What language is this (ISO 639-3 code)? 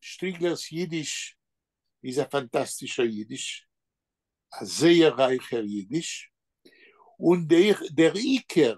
yid